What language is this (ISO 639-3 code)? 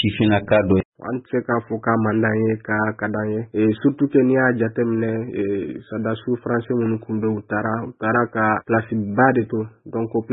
bam